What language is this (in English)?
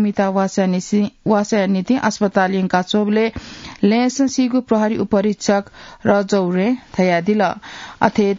Newari